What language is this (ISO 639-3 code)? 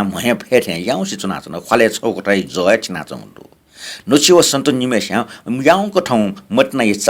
new